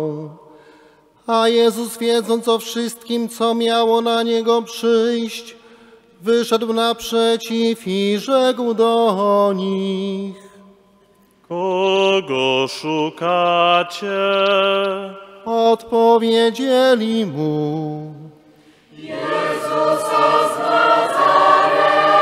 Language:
Polish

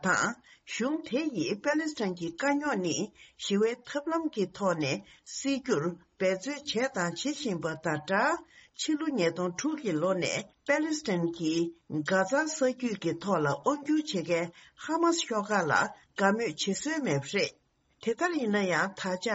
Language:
Tibetan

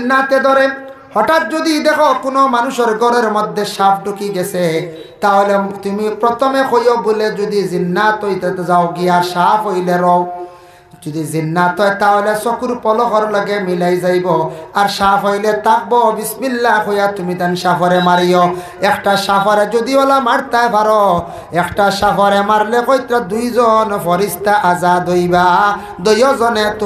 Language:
Sylheti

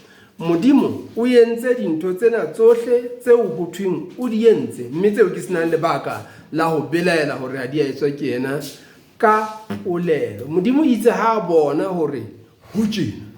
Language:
Southern Sotho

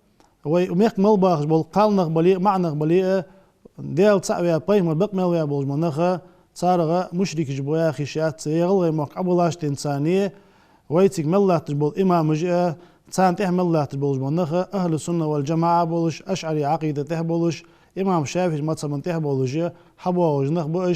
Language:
Ingush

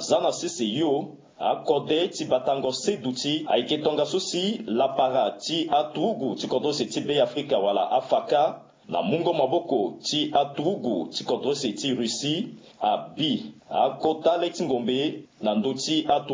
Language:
Sango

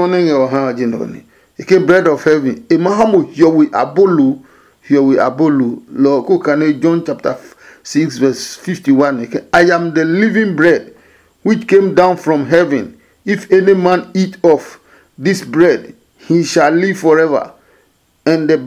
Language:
Adangme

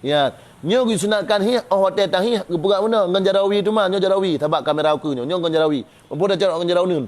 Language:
Achinese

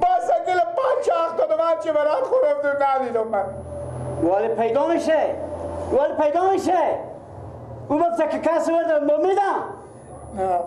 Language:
Persian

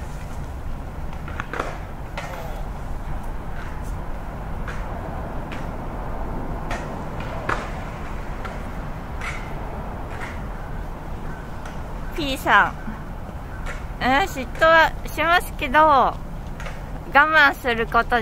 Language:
Japanese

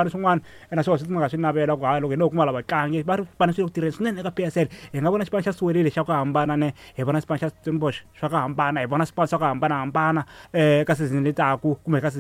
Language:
Tsonga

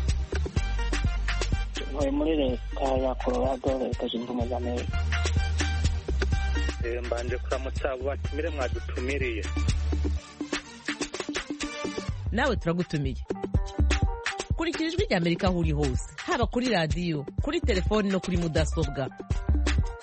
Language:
Kinyarwanda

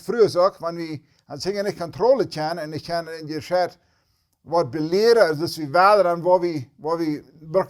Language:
Plautdietsch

